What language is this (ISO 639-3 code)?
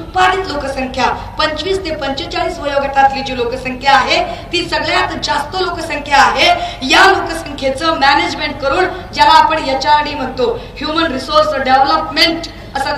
mar